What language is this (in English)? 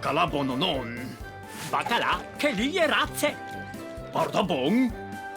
Friulian